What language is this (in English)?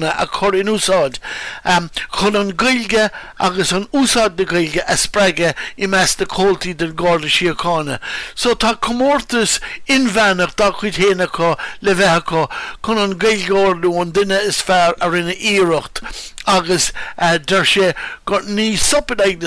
Irish